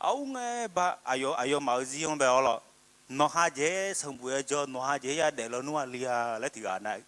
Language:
Akha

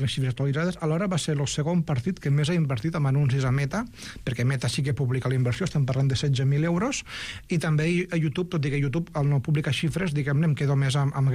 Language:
Catalan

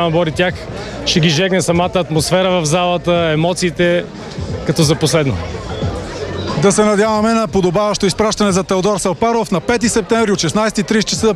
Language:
Bulgarian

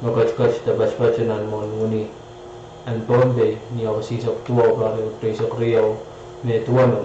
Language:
Pohnpeian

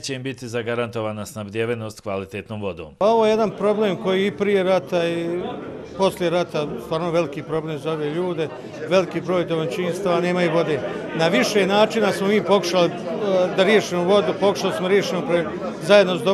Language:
Bosnian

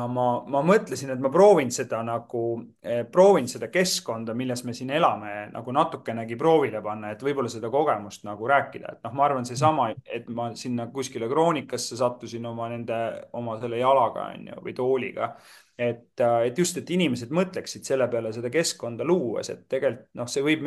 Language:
Estonian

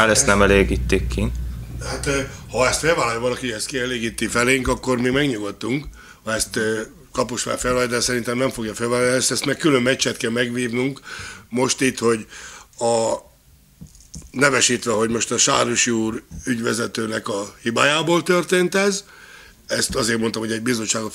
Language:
Hungarian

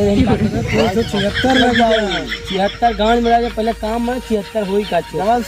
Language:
Awadhi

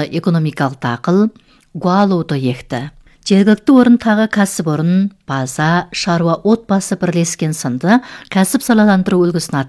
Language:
Kazakh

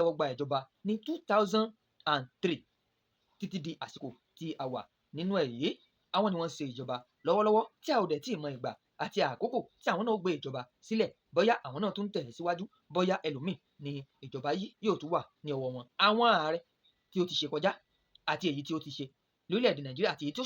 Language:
Yoruba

